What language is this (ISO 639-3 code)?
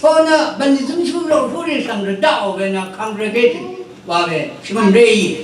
raw